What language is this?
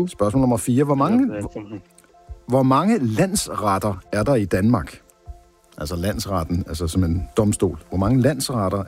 Danish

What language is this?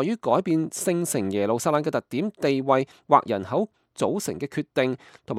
Cantonese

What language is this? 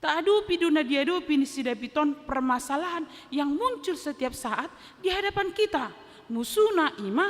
Batak Toba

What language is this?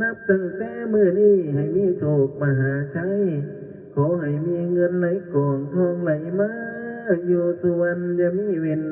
Northeastern Thai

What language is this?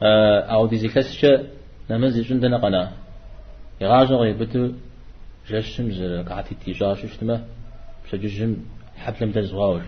Kabardian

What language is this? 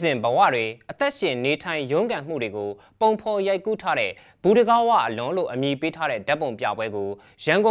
Burmese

